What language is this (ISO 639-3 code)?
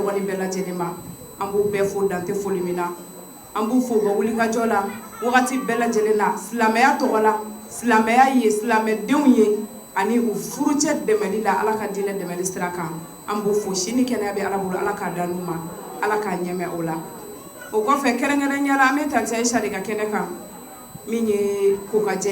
bam